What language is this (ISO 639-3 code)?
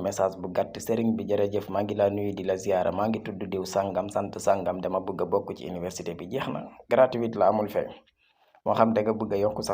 wol